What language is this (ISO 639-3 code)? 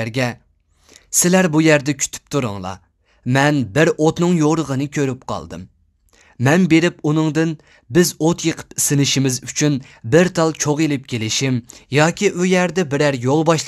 uig